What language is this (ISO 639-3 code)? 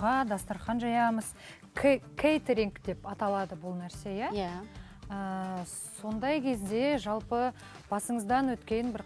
kaz